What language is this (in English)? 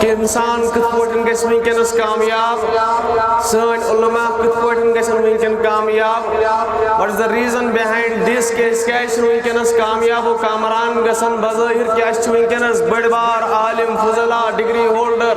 Kashmiri